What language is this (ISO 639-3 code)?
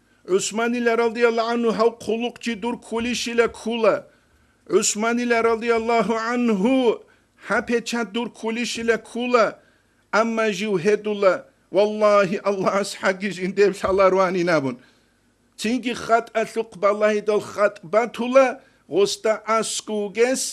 ava